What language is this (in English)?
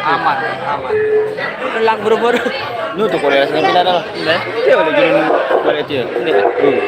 Sasak